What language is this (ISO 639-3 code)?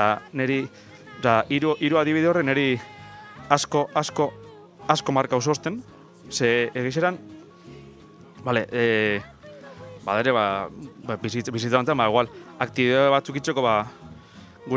eus